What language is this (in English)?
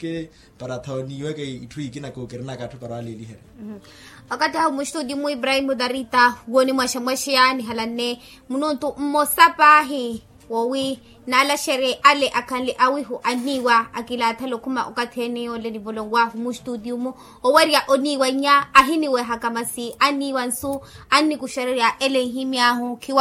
Makhuwa